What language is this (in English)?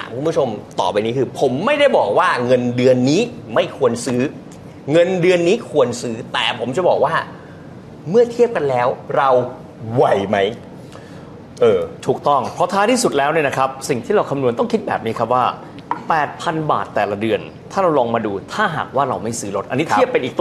Thai